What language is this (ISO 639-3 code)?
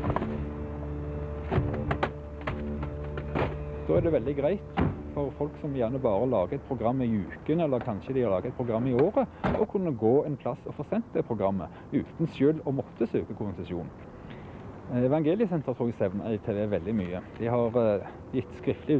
nor